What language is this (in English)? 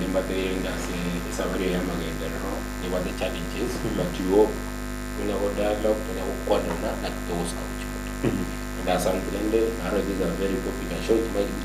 Gusii